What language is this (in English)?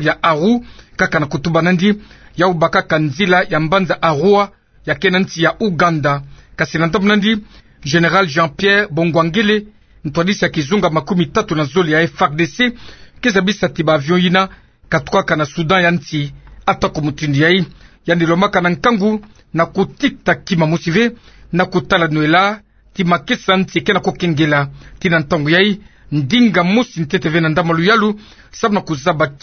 Kituba (Democratic Republic of Congo)